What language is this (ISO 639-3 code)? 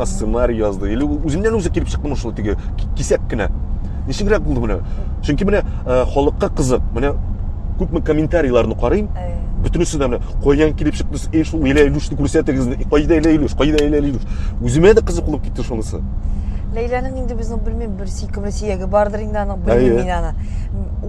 tat